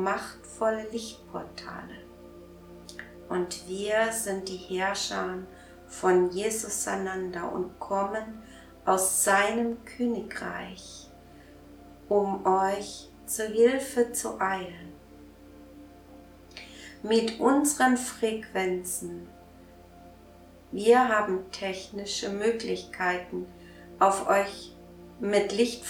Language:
German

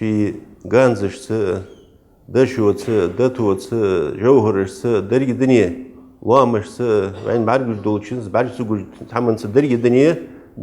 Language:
Ingush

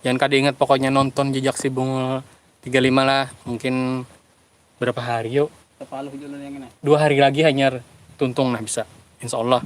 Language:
Banjar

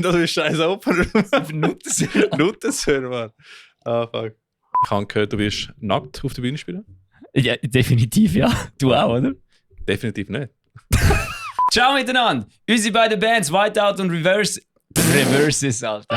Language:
Swiss German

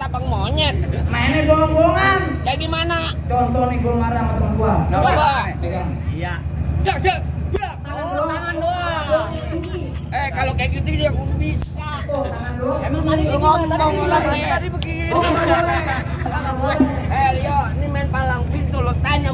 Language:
Betawi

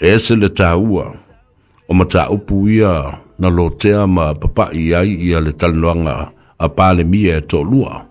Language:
Samoan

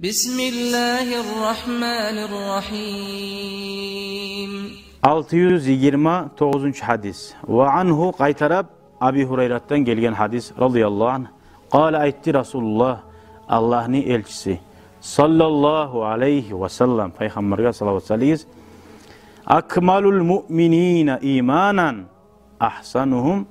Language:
Kumyk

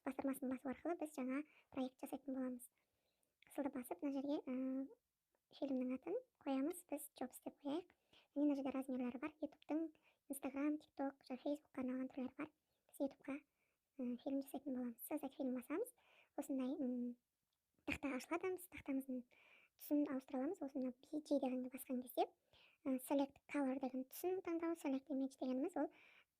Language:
Kazakh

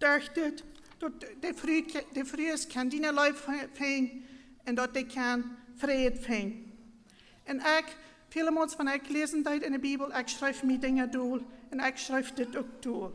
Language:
Plautdietsch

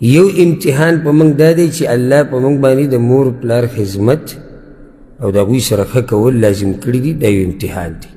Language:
Pashto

